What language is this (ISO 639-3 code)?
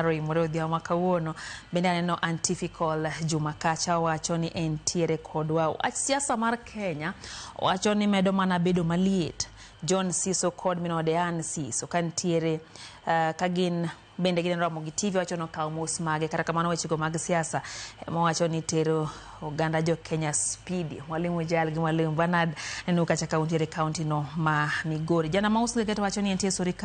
luo